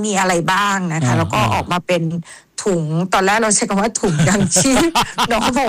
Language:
Thai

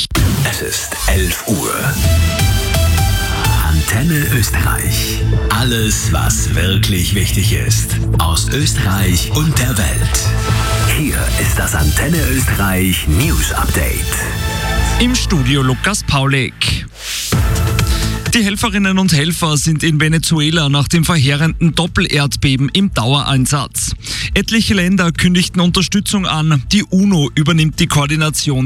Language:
German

